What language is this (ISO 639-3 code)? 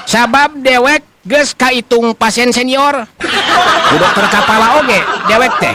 sun